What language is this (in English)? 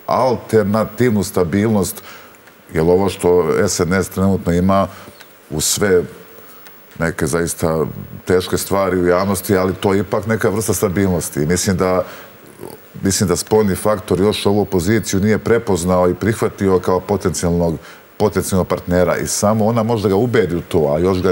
Serbian